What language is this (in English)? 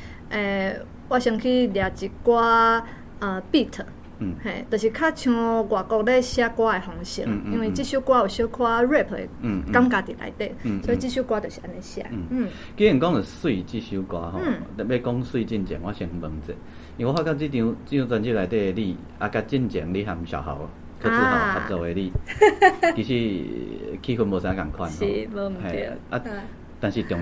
Min Nan Chinese